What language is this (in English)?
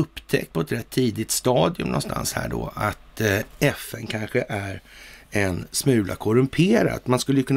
Swedish